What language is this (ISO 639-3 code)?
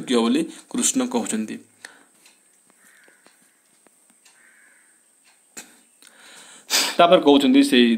ori